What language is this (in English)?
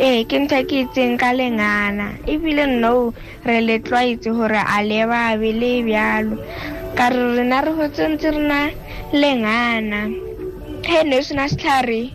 Tswana